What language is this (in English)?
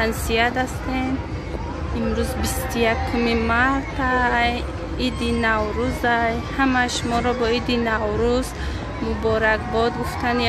Tajik